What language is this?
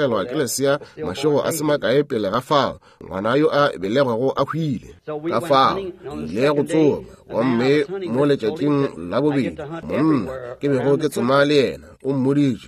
Northern Sotho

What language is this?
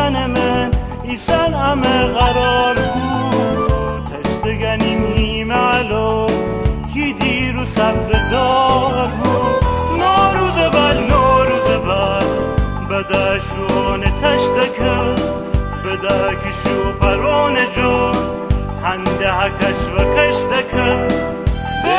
Gilaki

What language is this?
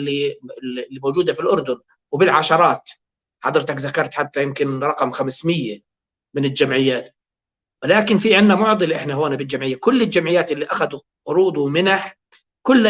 North Levantine Arabic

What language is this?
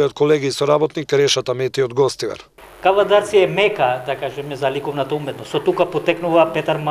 Macedonian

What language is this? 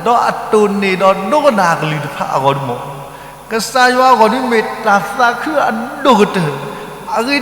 S'gaw Karen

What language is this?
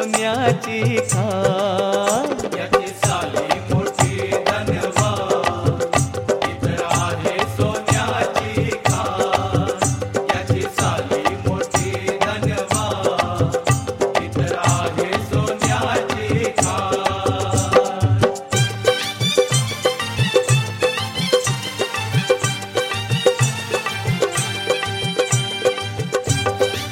Marathi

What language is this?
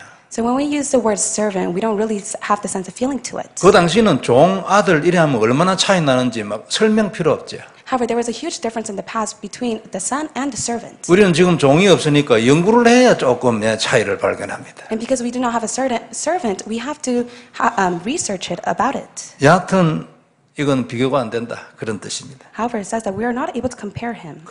Korean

